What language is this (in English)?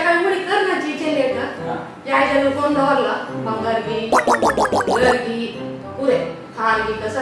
Konkani